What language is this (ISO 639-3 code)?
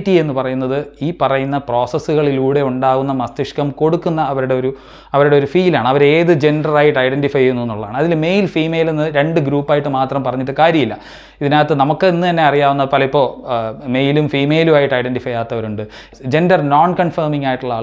mal